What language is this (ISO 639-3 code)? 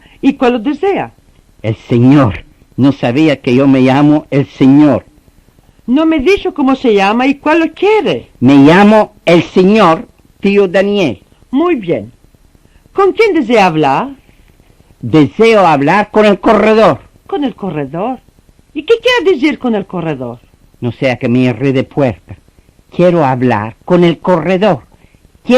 lad